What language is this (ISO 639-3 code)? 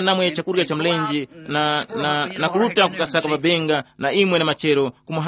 tum